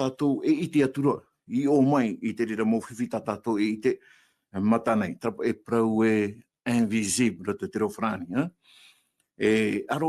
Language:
Tahitian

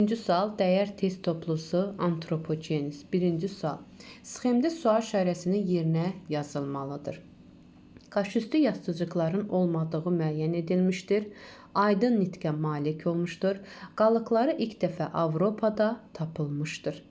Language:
Azerbaijani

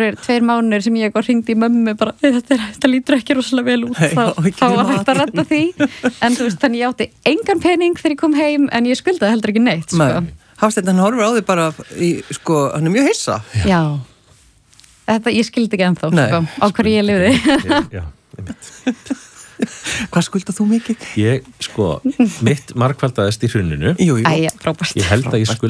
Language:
Icelandic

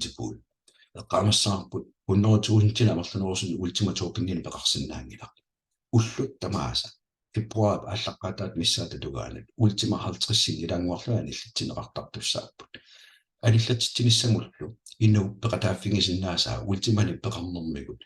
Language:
Kalaallisut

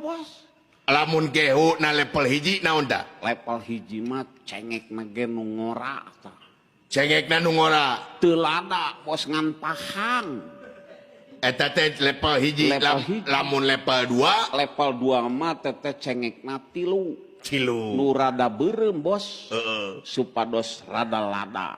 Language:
Sundanese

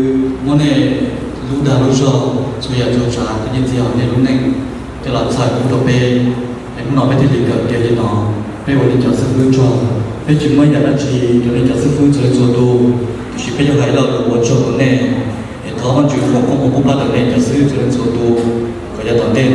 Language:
Hmong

